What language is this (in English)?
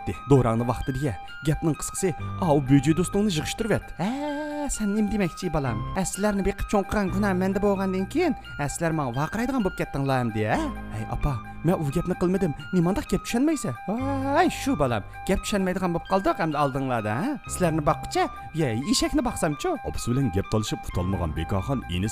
Uyghur